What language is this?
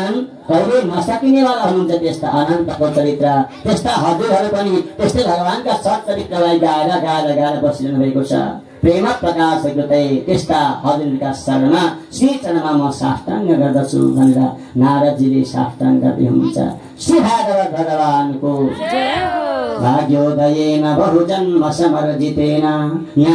Nepali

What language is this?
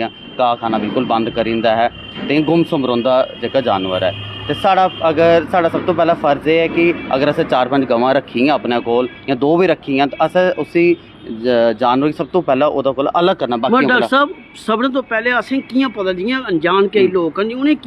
Dogri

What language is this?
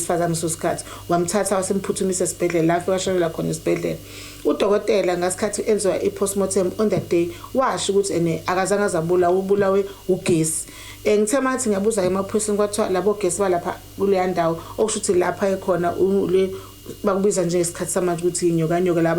Zulu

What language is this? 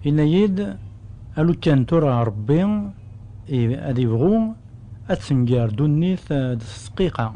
Kabyle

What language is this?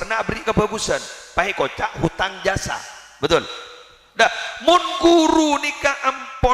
Madurese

